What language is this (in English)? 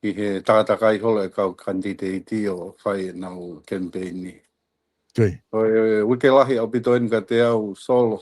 Tongan